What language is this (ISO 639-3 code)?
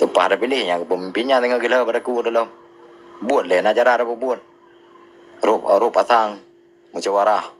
ace